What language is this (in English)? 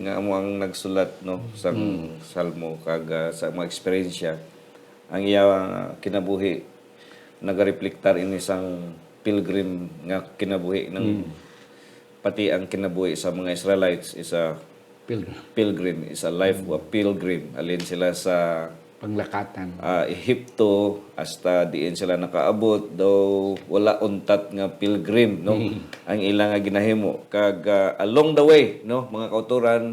Hiligaynon